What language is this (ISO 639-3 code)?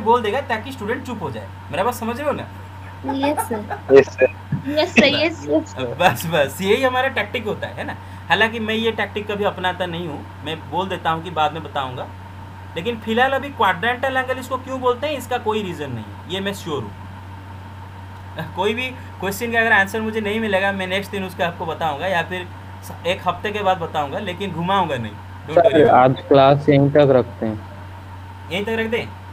hin